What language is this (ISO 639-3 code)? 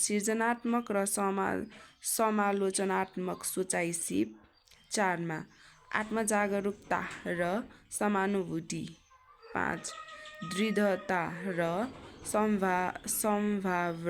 nep